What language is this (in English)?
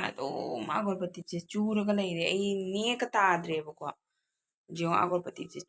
Manipuri